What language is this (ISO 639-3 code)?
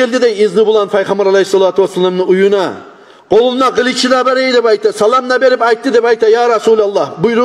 kum